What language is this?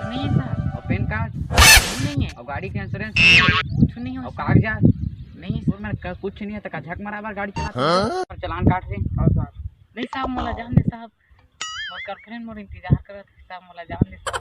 Chhattisgarhi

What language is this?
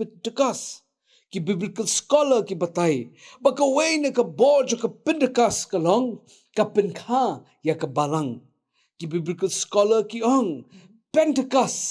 Khasi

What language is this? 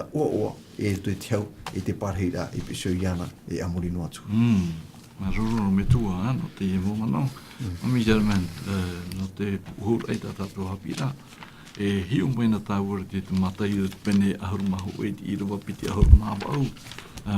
Tahitian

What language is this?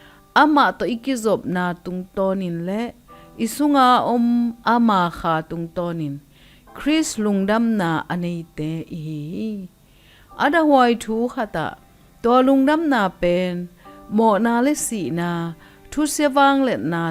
Tedim Chin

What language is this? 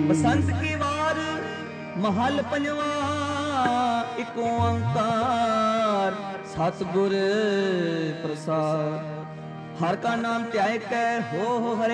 Punjabi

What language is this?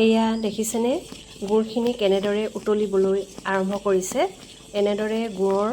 Assamese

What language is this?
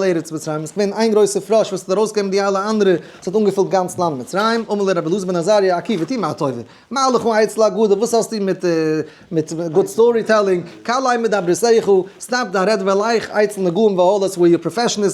Yiddish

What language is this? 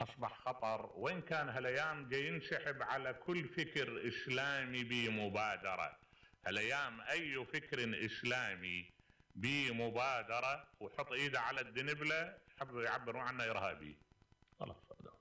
Mesopotamian Arabic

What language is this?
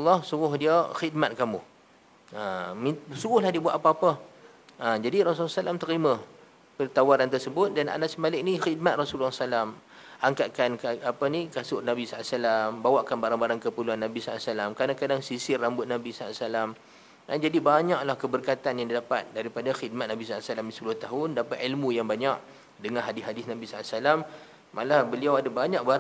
Malay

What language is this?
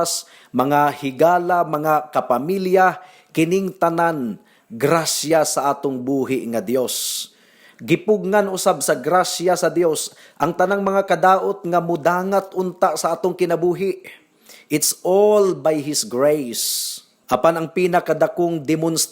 Cebuano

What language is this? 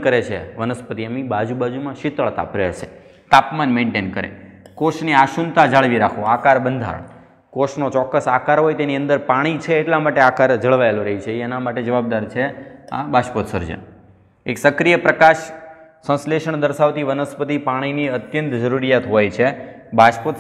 Gujarati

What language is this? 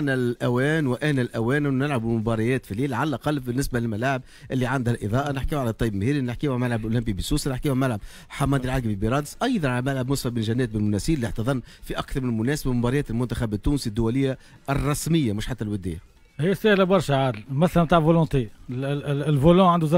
Tunisian Arabic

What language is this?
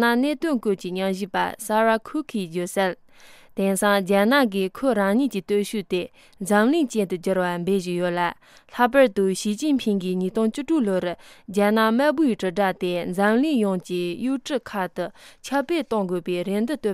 Tibetan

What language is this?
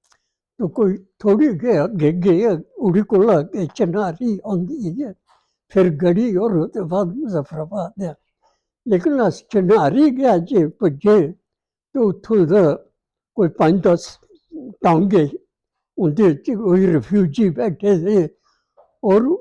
Dogri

